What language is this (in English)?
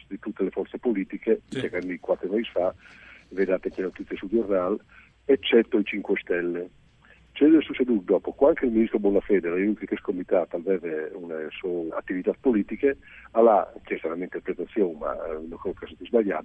Friulian